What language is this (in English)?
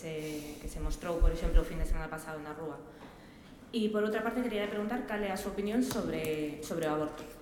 Galician